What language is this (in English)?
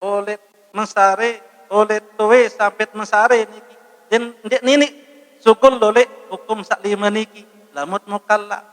Sasak